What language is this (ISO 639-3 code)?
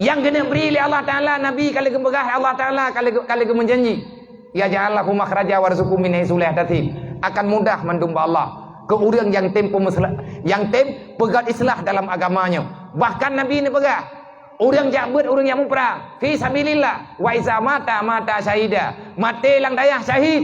ace